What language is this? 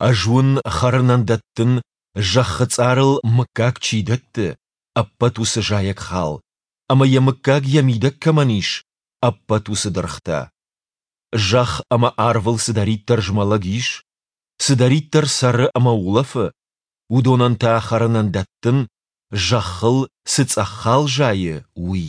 Ossetic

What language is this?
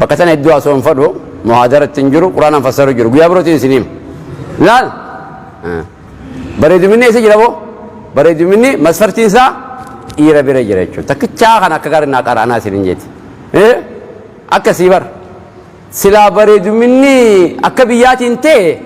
Oromo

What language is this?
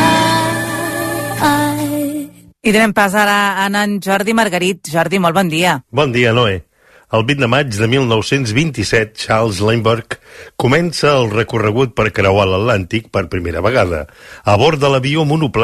Catalan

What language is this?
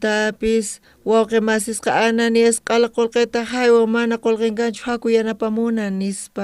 South Bolivian Quechua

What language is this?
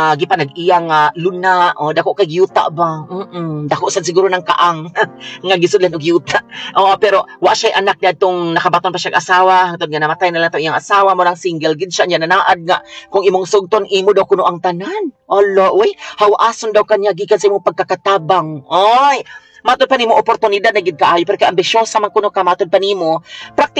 Cebuano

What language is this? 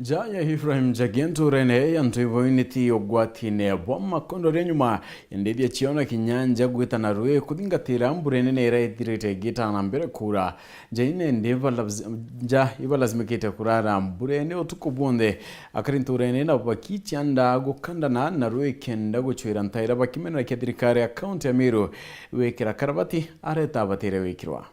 Meru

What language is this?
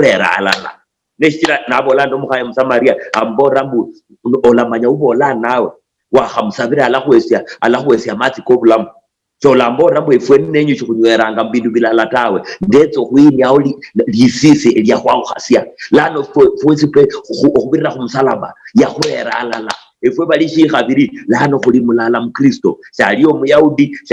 Luyia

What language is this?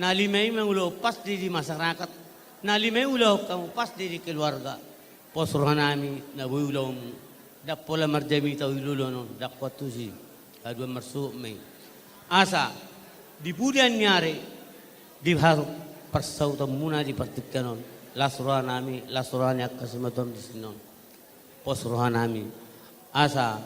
Batak Toba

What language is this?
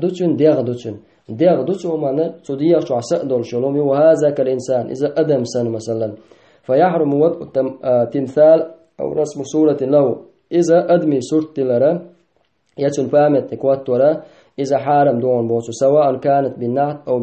Chechen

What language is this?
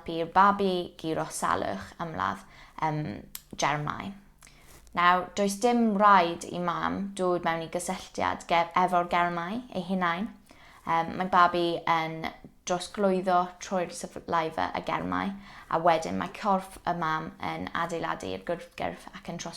Welsh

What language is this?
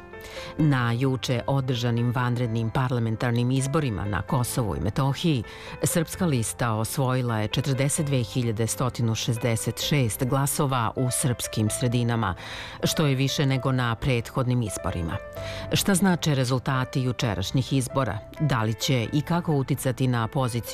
Serbian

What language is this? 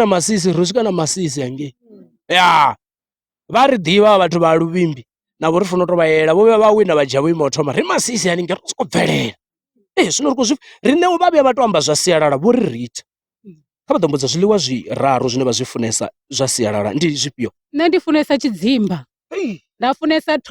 Venda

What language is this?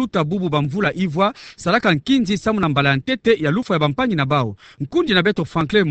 Kituba (Democratic Republic of Congo)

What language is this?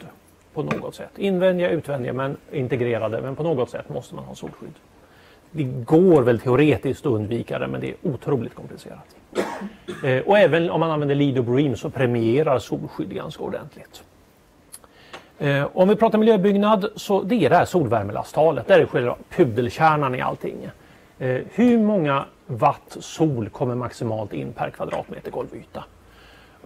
Swedish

